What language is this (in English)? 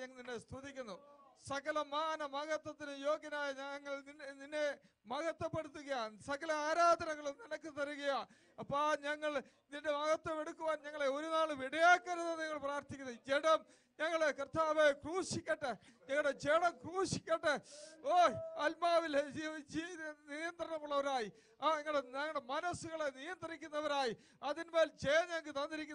Malayalam